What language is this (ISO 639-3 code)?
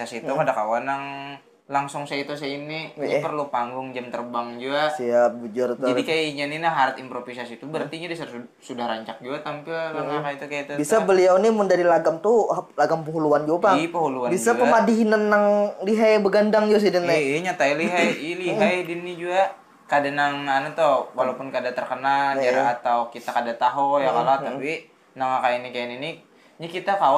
bjn